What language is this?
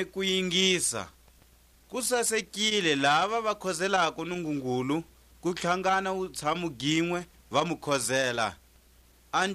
Tswa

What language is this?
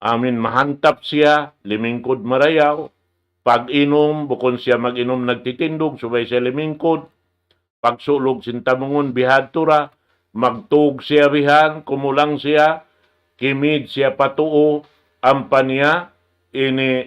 Tausug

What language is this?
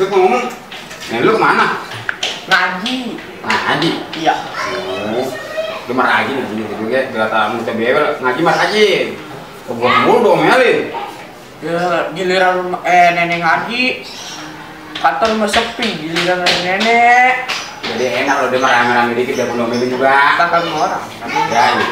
Betawi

